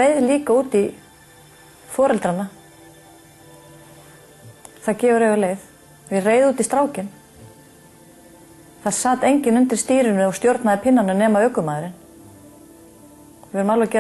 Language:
Icelandic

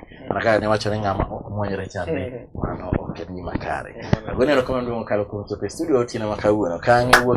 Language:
Luo (Kenya and Tanzania)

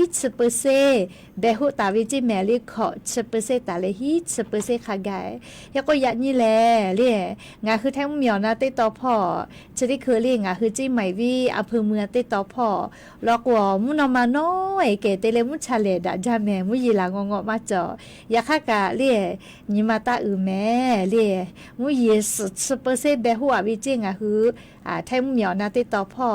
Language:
Lahu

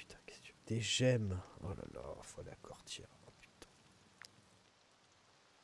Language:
French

